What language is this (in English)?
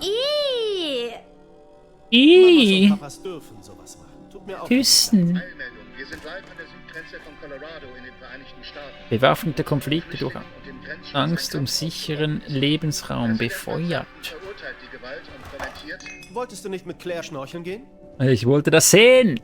Swiss German